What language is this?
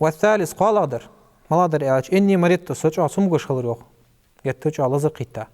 Ingush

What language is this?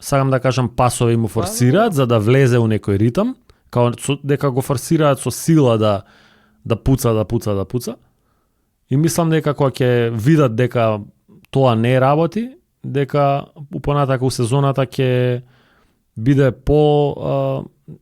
Macedonian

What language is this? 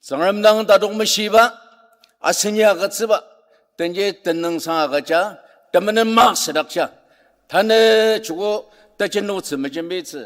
Ao Naga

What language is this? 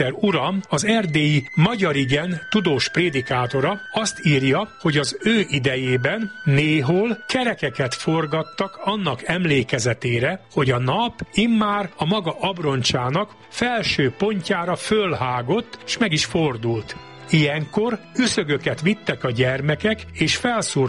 Hungarian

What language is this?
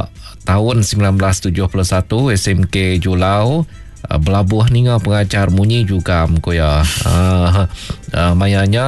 Iban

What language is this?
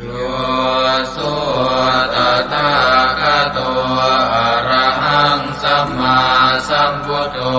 Pali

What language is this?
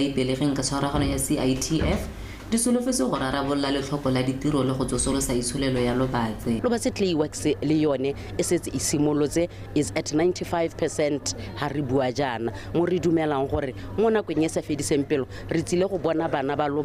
Tswana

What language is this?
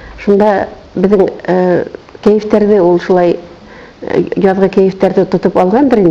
Bashkir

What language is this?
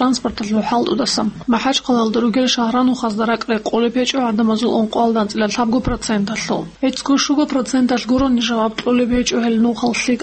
Avaric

